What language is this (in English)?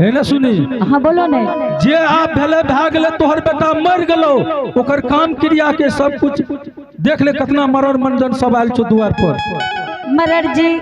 Angika